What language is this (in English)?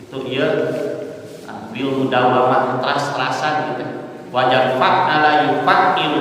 Sundanese